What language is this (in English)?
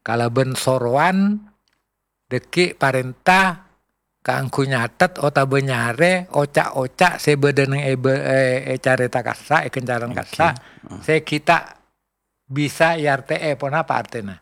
Madurese